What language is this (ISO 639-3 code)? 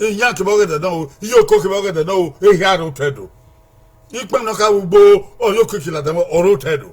bin